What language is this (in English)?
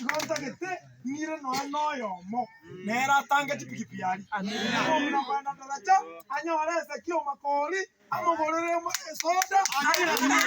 Gusii